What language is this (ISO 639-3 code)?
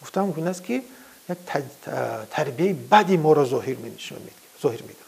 tgk